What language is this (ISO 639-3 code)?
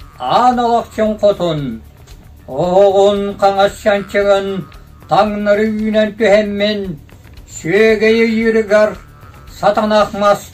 sah